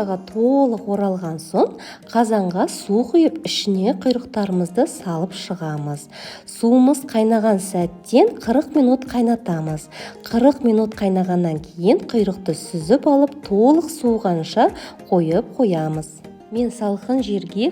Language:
Kazakh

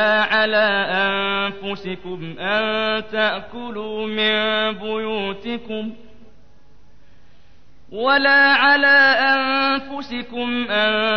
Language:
Arabic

